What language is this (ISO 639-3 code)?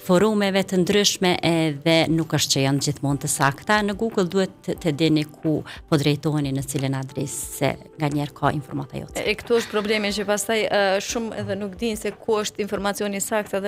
sqi